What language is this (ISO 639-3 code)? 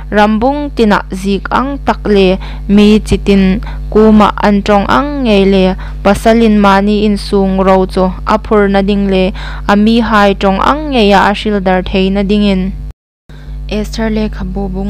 hmr